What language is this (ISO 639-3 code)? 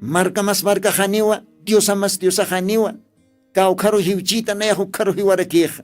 aym